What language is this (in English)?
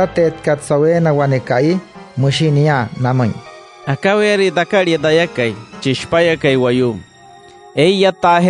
Wayuu